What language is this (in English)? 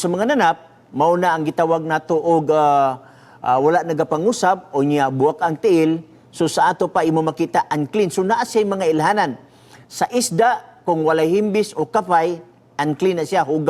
Cebuano